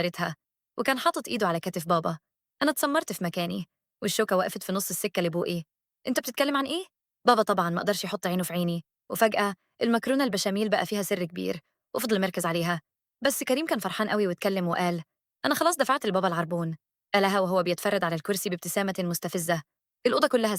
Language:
Egyptian Arabic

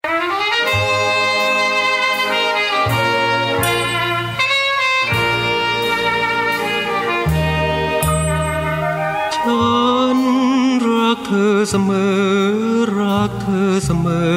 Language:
Thai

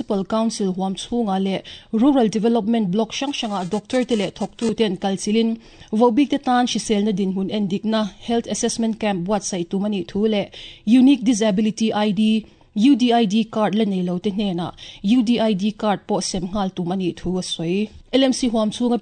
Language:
Mizo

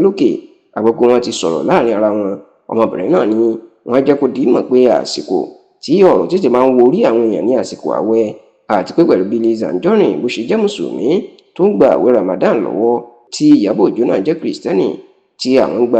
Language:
Yoruba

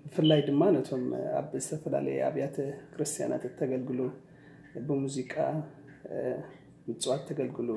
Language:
Tigrinya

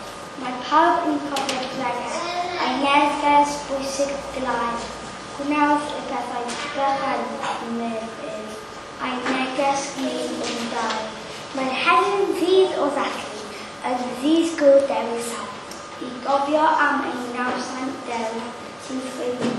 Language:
Welsh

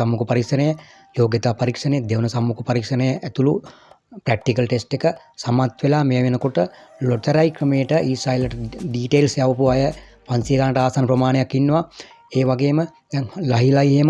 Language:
Sinhala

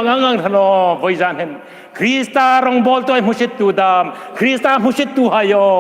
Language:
Hmar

